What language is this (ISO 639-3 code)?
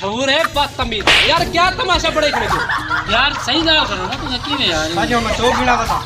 skr